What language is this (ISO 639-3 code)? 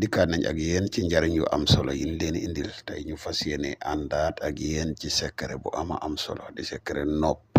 wol